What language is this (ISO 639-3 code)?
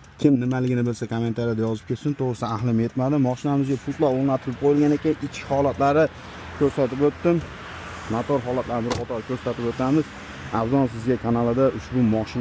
uzb